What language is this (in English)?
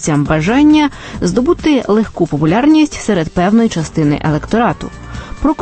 Ukrainian